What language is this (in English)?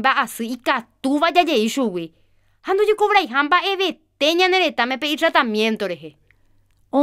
Guarani